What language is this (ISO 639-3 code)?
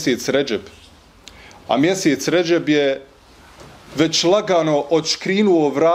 bos